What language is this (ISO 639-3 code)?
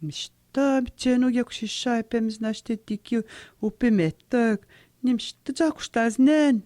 atj